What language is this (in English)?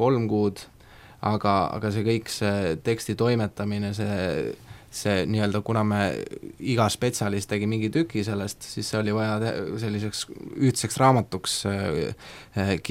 Estonian